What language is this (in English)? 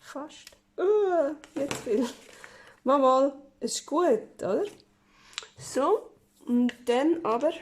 Swiss German